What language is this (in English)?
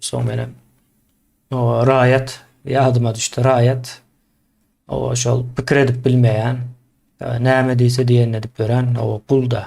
Turkmen